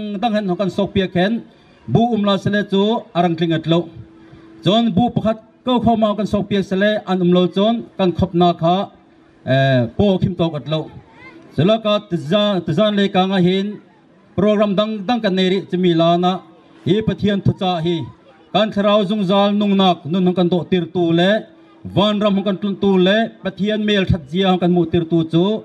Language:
Bawm Chin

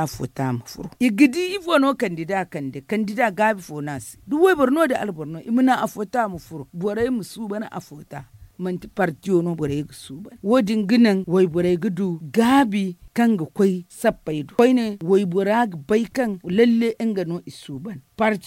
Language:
Zarma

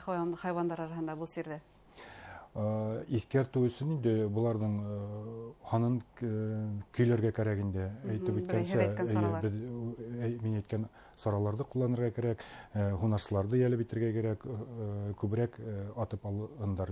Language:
Bashkir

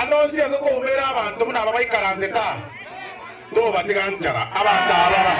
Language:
Gusii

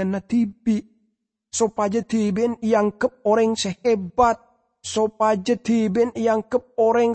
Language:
Madurese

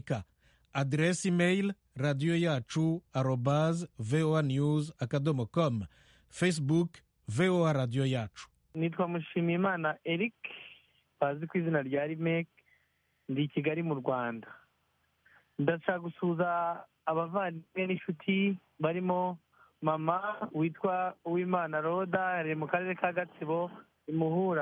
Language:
Kinyarwanda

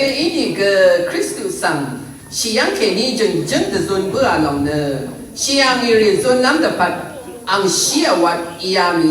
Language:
Rawang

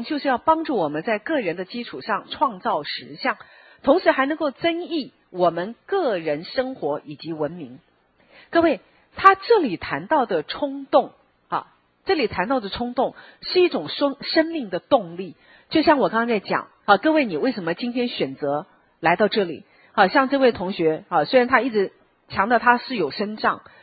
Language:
Chinese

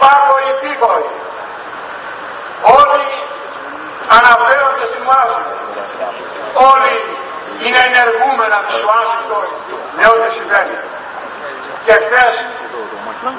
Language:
Greek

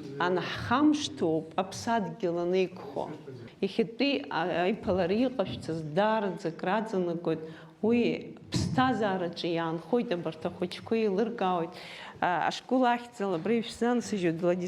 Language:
Abkhazian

